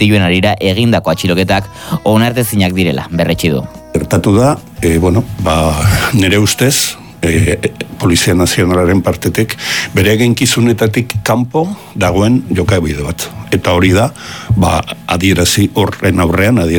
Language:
Basque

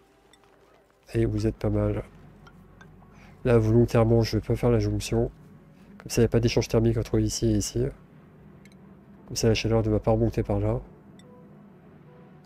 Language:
French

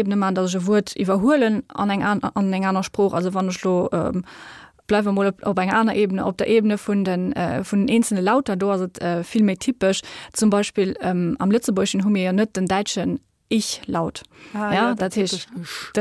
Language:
Luxembourgish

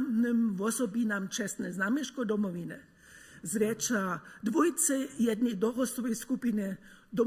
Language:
Upper Sorbian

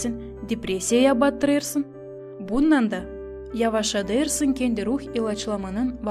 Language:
Gagauz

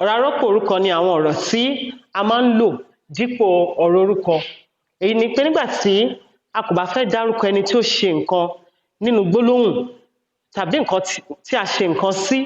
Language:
Yoruba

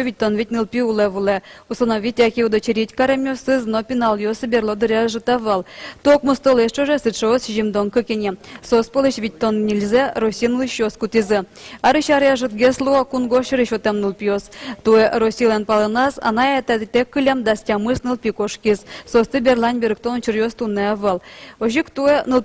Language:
Udmurt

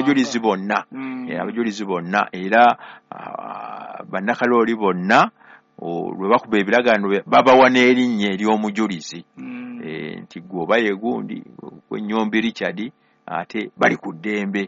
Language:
Ganda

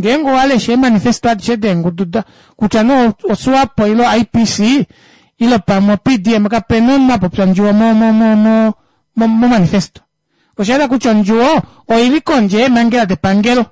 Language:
Kuanyama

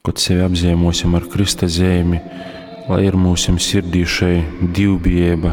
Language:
Latgalian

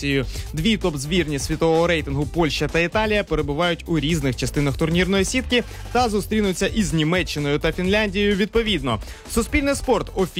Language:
Ukrainian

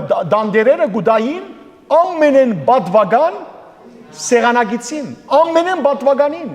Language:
Western Armenian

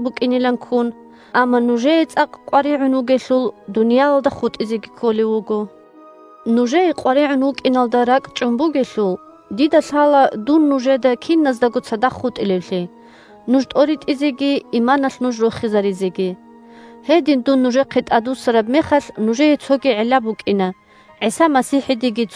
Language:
Avaric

